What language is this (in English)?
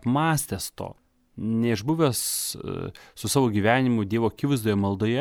Lithuanian